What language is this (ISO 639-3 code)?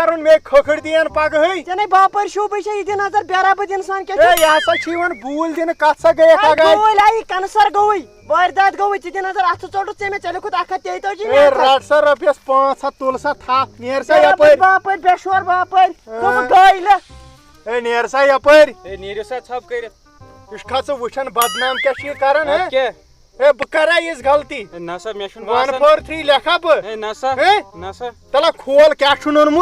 kas